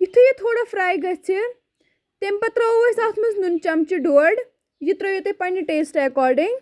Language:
Kashmiri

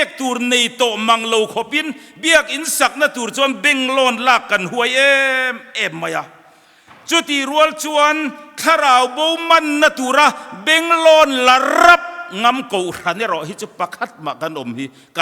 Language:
Mizo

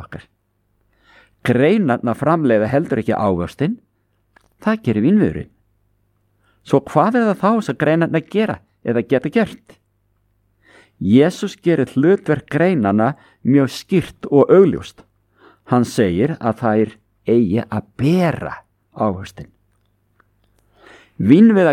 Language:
Icelandic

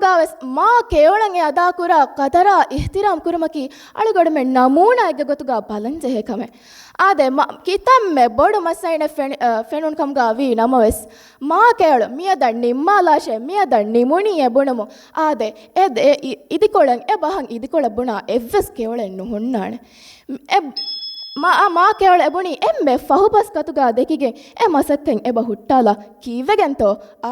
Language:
Divehi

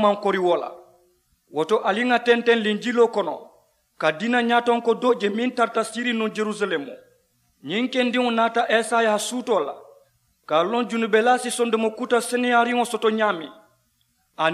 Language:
Mandingo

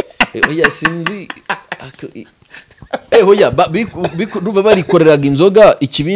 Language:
Kinyarwanda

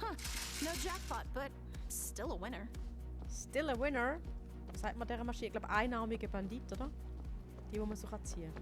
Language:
Swiss German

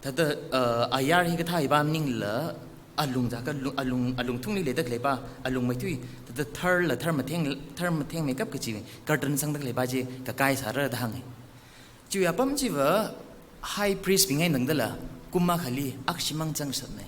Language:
Tangkhul Naga (India)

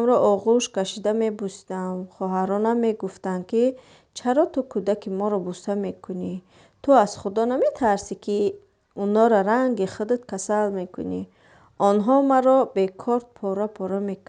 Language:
Tajik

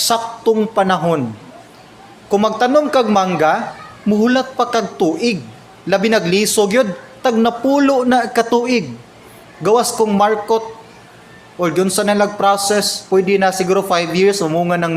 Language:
Cebuano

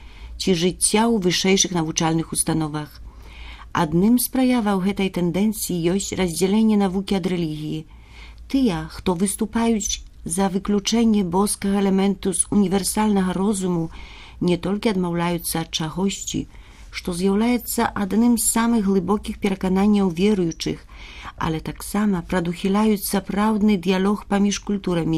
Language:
Belarusian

